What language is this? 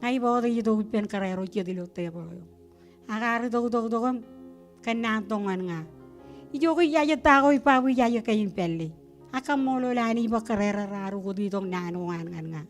Marshallese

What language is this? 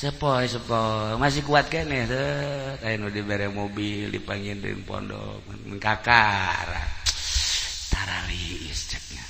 Sundanese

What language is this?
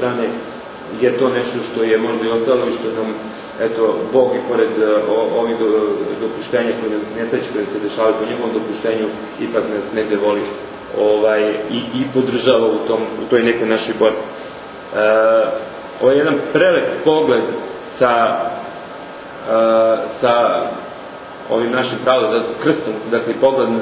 Serbian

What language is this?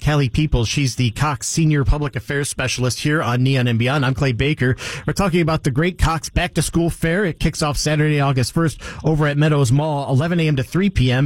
English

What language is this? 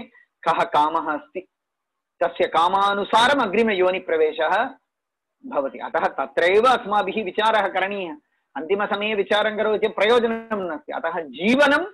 Sanskrit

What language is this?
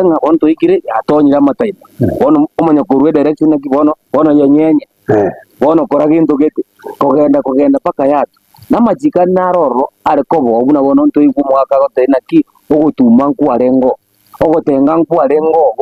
Gusii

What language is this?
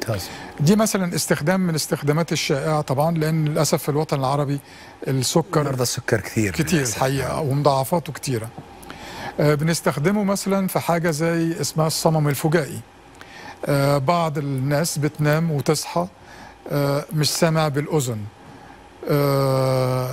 Egyptian Arabic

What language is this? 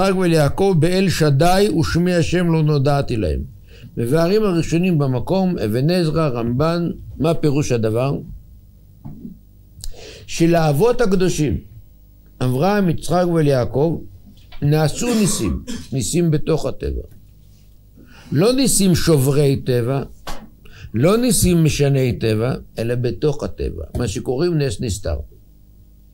Hebrew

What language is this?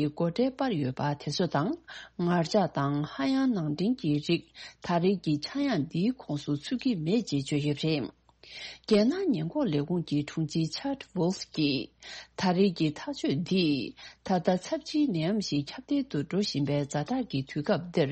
Tibetan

